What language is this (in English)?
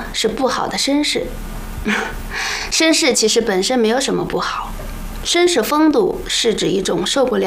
Chinese